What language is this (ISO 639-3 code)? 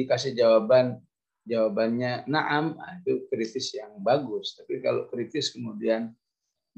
ind